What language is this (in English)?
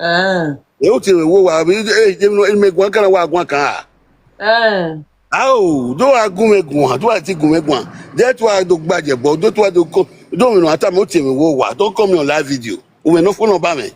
Nigerian Pidgin